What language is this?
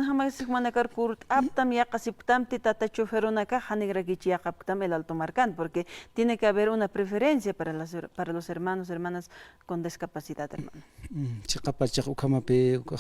Aymara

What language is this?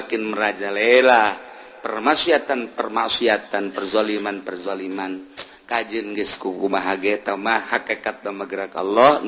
Sundanese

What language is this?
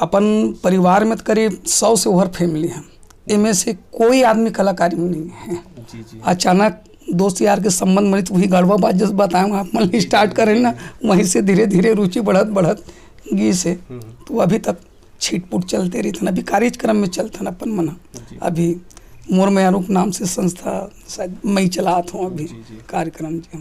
Chhattisgarhi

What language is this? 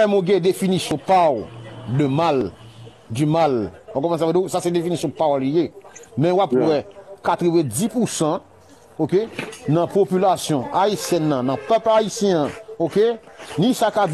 Haitian Creole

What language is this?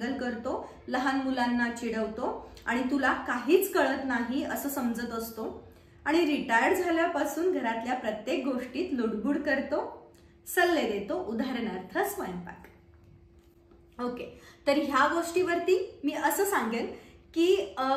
Marathi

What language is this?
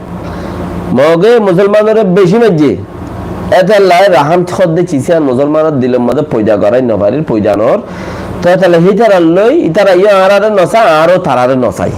Rohingya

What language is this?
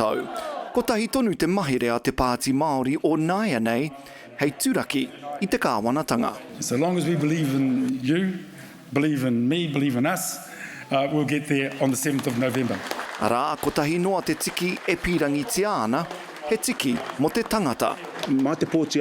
Māori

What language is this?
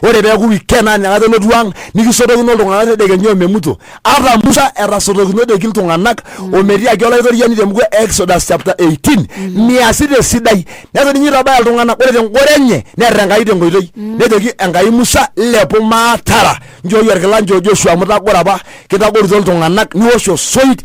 Masai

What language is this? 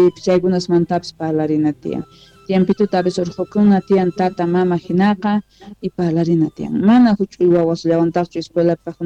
Quechua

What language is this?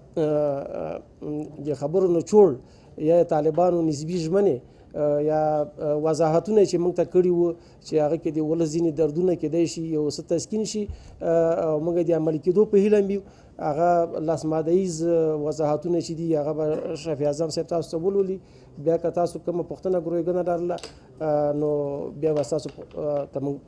Pashto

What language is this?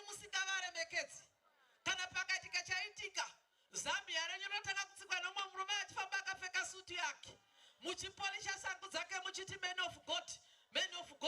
Shona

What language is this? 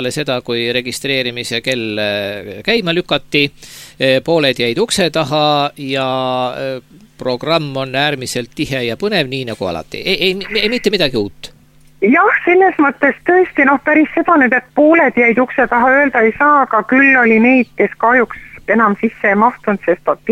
Estonian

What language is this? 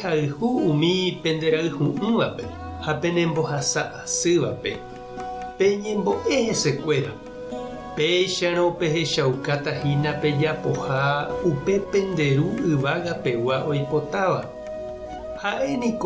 Guarani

